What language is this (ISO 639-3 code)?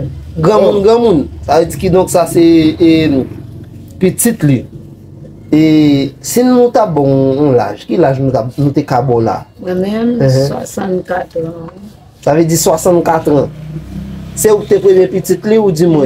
hat